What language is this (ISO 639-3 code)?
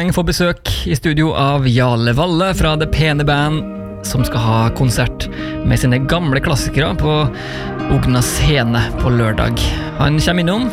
nor